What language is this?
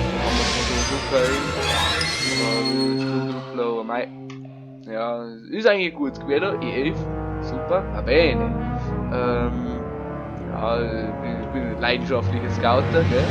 Bavarian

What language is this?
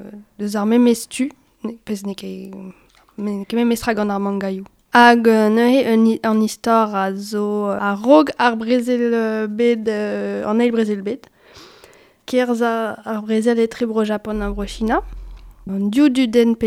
Breton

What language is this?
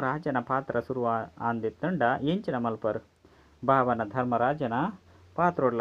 Tulu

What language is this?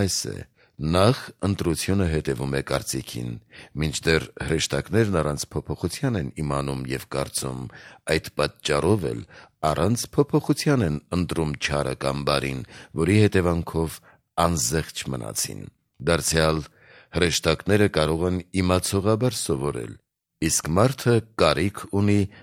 Armenian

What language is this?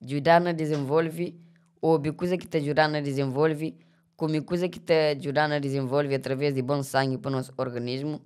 Kabuverdianu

